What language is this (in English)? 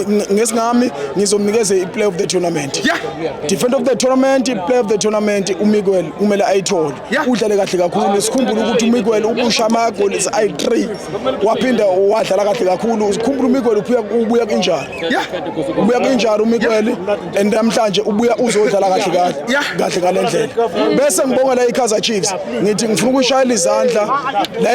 Zulu